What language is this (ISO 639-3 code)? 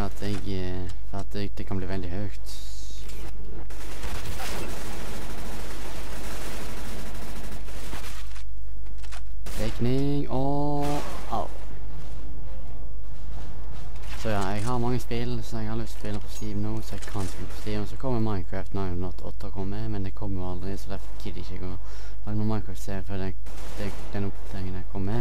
nor